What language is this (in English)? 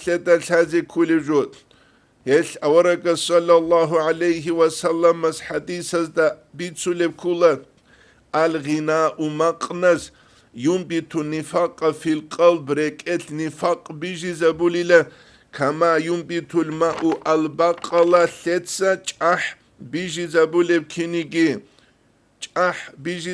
Avaric